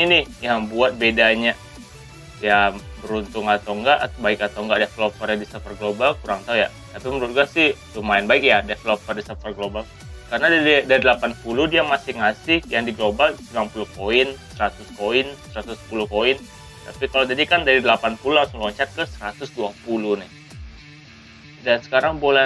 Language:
Indonesian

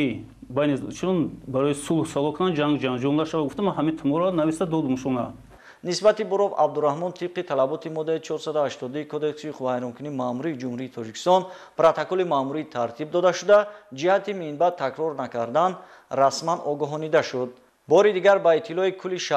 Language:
Tajik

